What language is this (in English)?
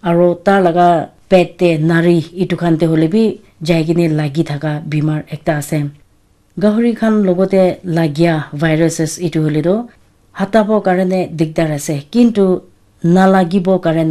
Naga Pidgin